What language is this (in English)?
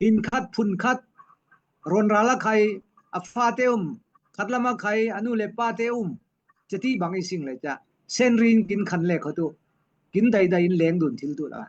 Falam Chin